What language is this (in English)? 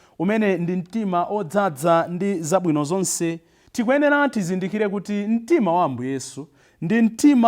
Nyanja